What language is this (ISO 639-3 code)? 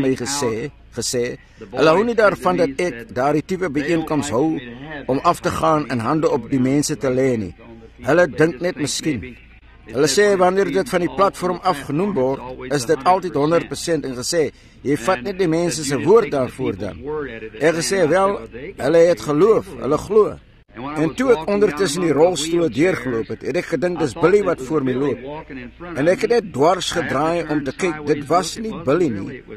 afr